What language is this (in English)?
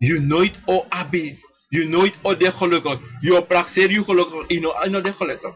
Sranan Tongo